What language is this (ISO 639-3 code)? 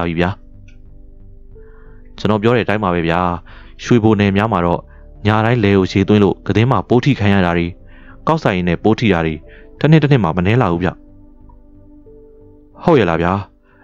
mya